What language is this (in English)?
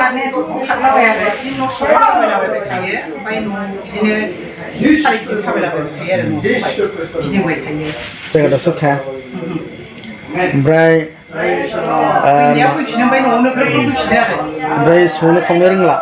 Bodo